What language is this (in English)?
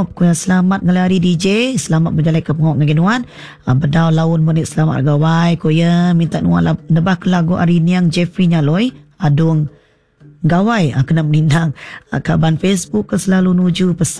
Iban